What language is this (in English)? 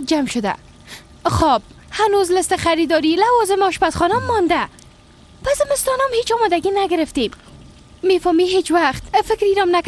Persian